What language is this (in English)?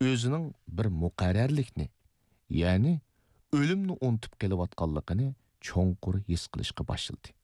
Uyghur